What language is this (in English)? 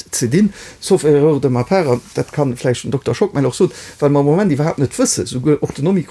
Luxembourgish